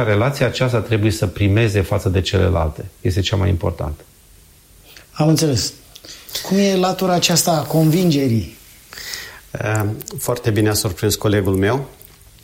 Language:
Romanian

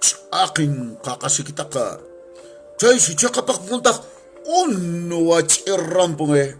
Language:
Quechua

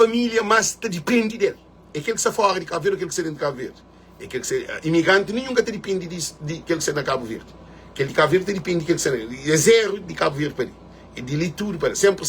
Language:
Kabuverdianu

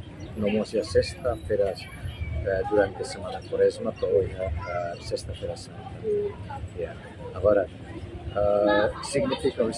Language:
Tetum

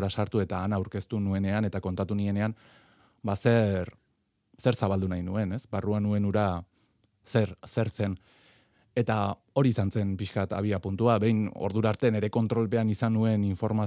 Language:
Basque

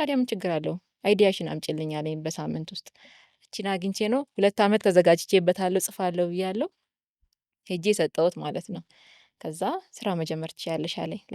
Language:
Amharic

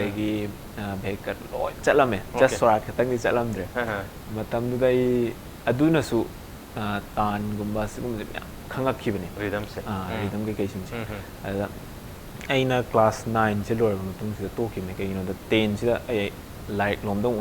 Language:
Manipuri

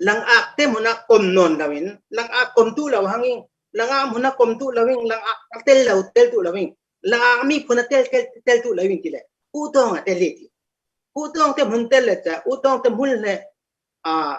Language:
Falam Chin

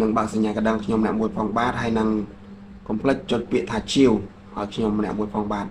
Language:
Khmer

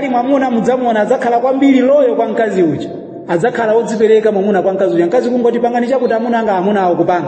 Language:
Nyanja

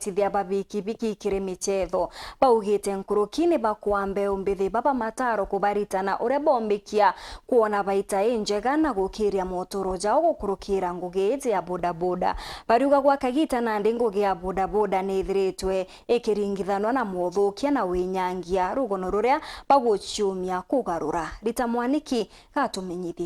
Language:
Meru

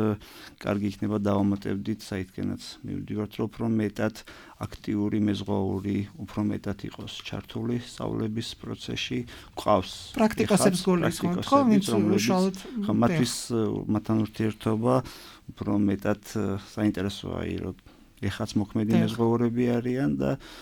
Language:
Georgian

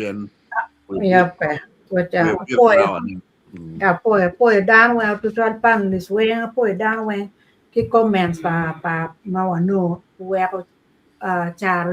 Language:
Acoli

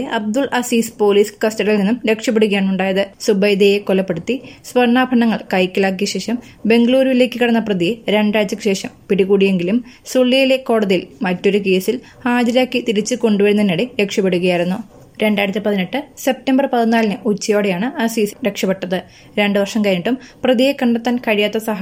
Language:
Malayalam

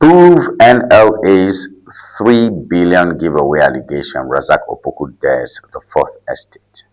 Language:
Ewe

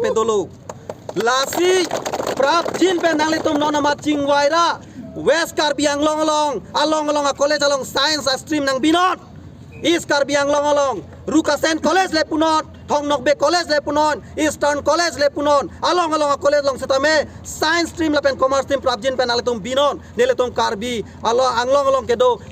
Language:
Karbi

